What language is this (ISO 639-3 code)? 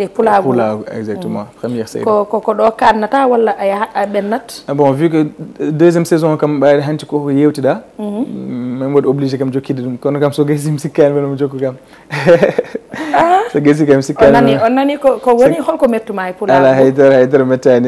ful